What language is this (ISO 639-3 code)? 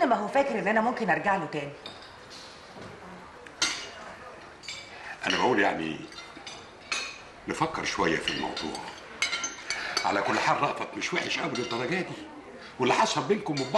arz